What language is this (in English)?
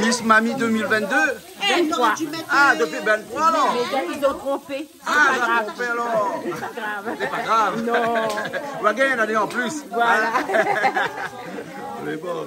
Réunion Creole French